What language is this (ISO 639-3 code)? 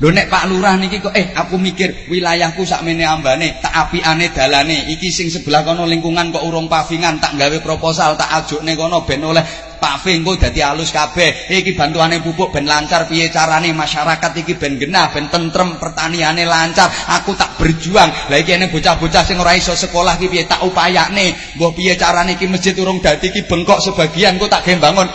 jav